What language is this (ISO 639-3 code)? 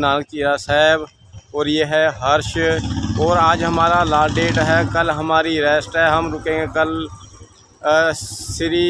hin